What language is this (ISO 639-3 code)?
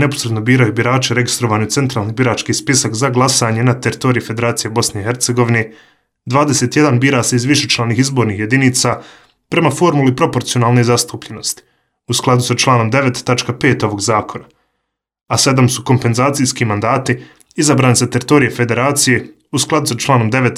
bos